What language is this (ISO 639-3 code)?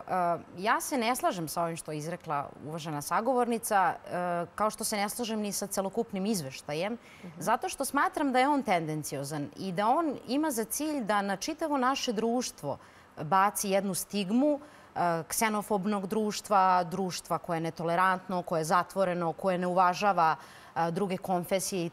srp